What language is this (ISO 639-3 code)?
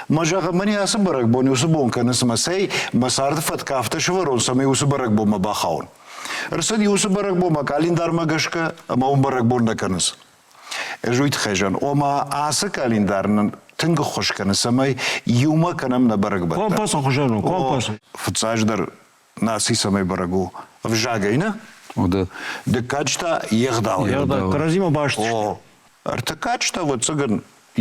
oss